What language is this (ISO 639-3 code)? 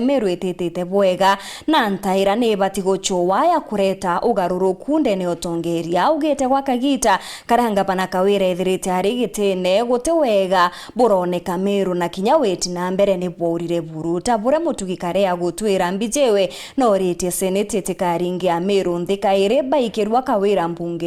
mer